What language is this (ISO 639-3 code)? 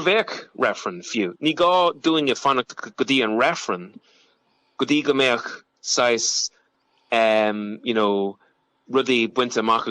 gle